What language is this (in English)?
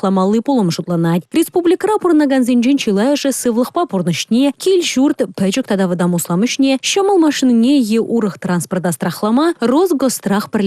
Chuvash